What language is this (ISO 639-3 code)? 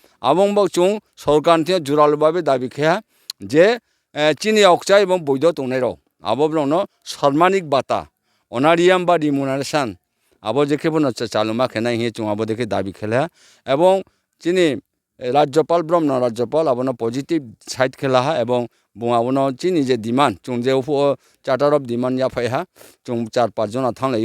ria